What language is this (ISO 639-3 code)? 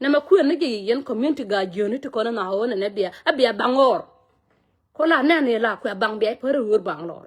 nus